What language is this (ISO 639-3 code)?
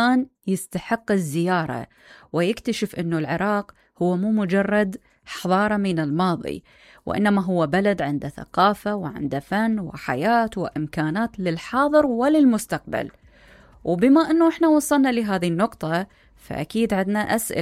acm